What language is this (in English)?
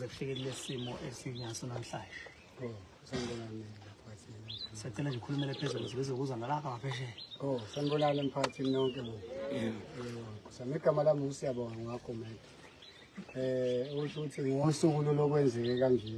Zulu